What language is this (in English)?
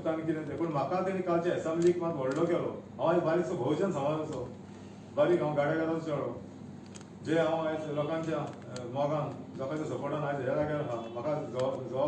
Konkani